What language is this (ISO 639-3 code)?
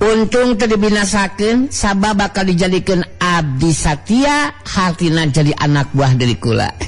sun